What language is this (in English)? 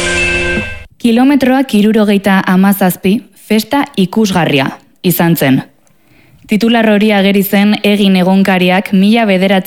Basque